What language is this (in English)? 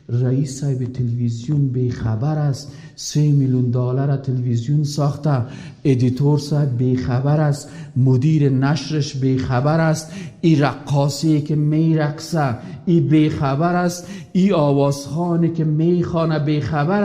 Persian